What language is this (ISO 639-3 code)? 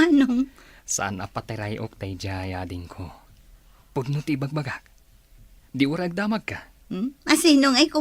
ilo